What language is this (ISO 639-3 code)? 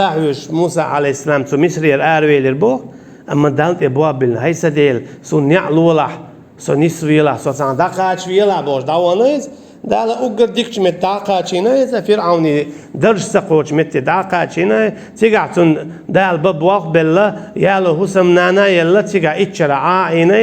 che